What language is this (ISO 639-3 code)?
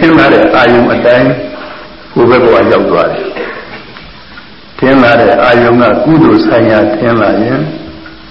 mya